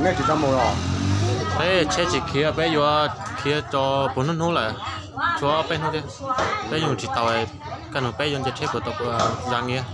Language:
Hmong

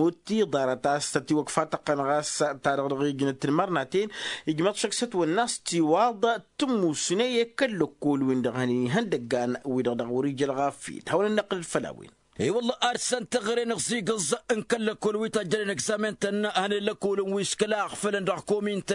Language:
Tamasheq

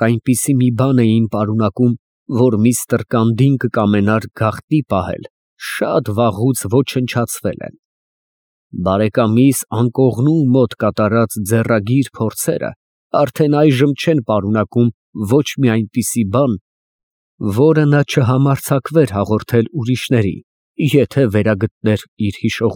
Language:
Armenian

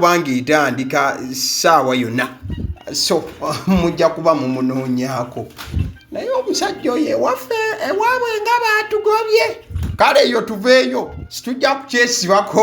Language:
Ganda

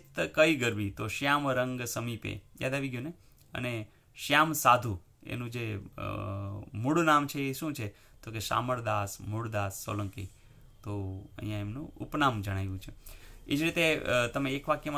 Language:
Gujarati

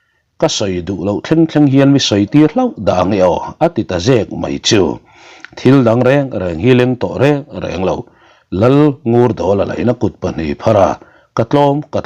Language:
Mizo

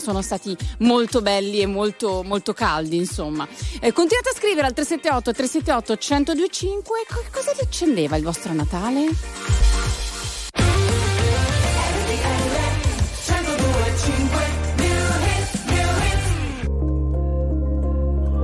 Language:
Italian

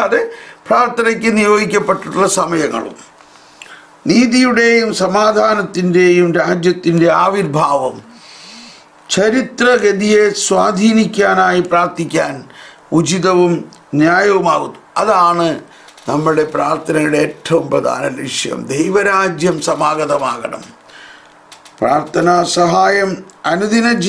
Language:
Malayalam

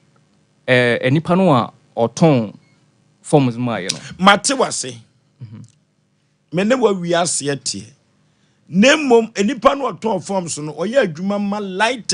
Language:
Akan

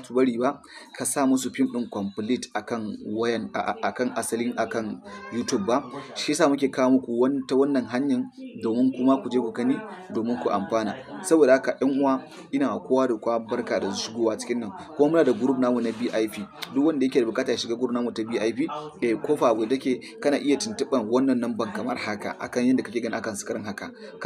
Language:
Hausa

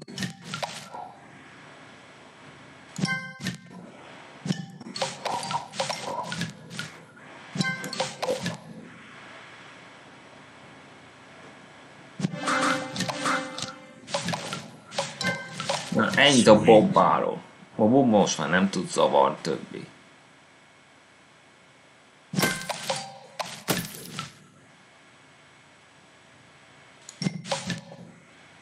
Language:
Hungarian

